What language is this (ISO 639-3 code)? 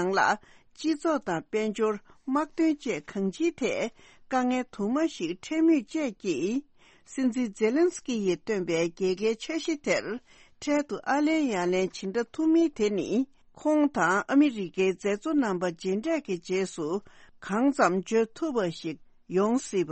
bod